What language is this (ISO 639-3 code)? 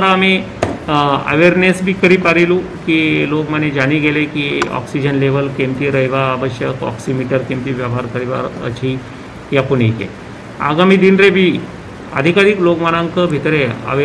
ori